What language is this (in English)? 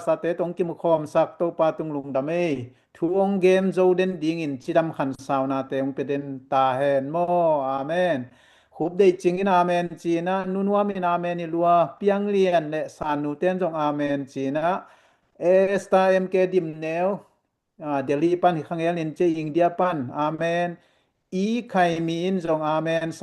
Tedim Chin